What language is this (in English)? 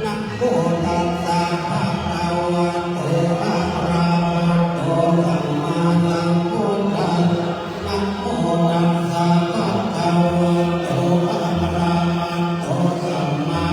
Pali